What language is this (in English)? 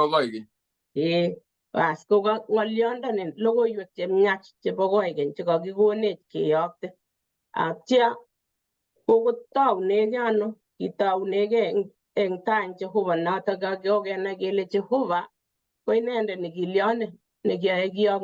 Kalenjin